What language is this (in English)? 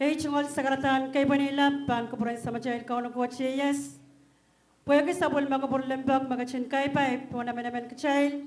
Pohnpeian